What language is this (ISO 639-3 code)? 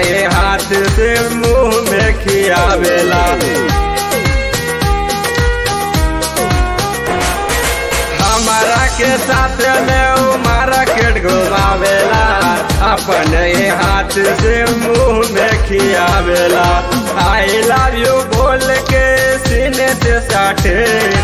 bho